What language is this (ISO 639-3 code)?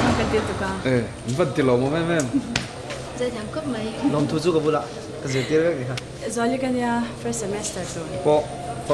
lus